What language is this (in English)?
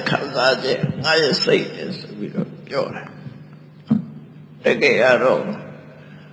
Burmese